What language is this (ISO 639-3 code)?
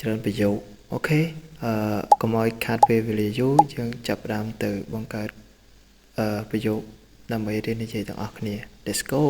khm